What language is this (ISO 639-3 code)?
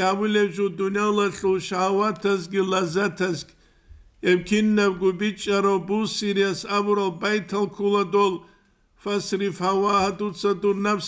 ava